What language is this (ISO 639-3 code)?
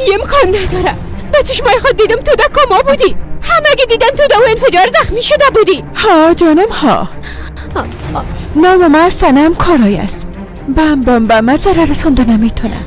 fas